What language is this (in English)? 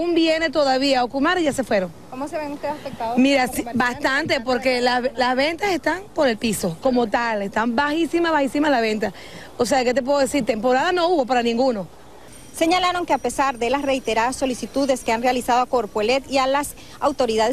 Spanish